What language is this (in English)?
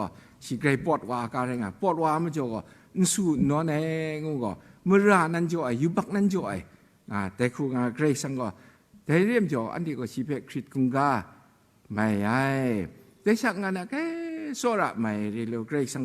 Kachin